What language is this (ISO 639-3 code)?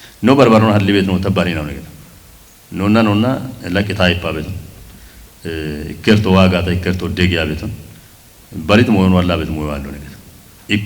kbr